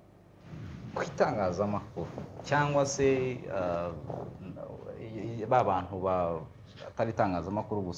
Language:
Kinyarwanda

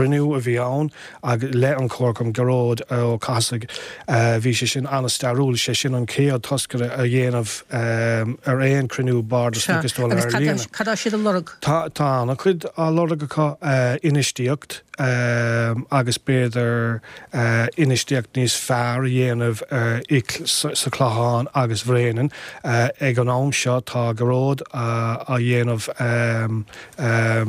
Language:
Irish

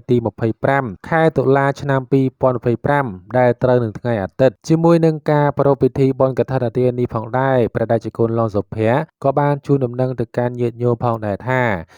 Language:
Khmer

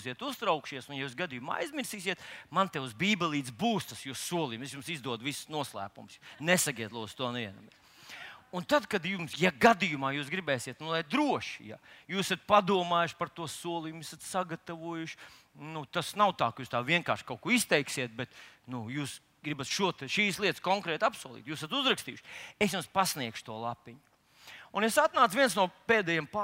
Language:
Latvian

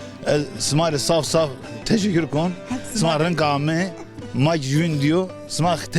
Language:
Zaza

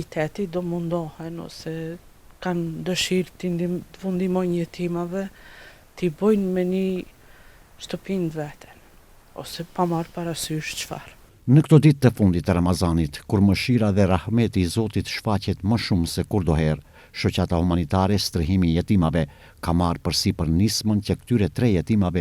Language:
Albanian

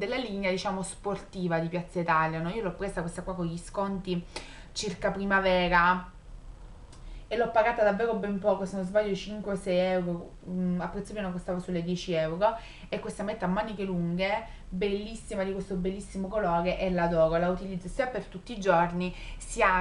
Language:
Italian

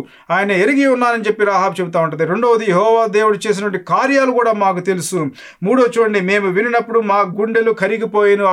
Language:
Telugu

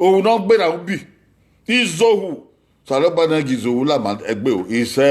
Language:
Bini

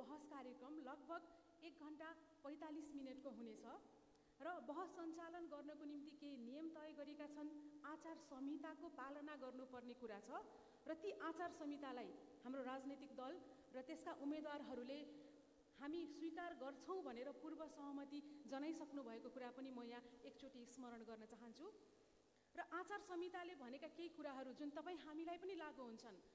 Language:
Nepali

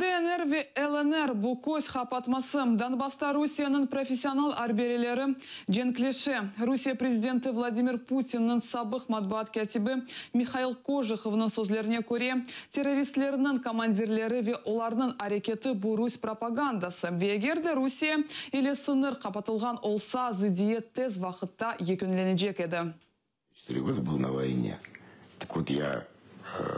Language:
Crimean Tatar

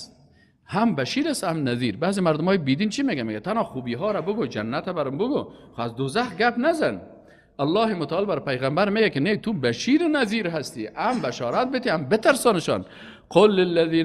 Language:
Persian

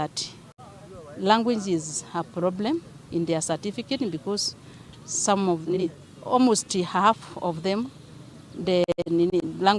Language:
Meru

